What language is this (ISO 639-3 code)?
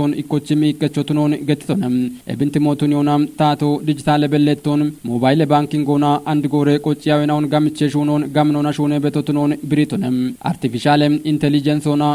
kbr